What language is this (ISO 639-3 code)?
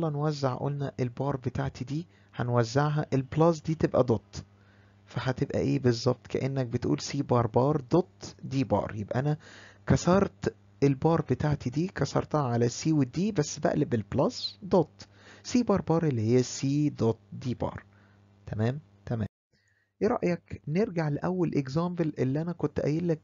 arz